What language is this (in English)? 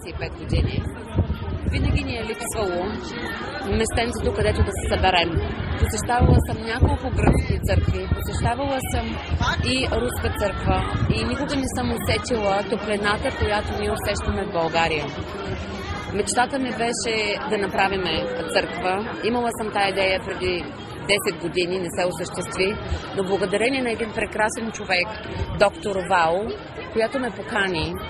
Bulgarian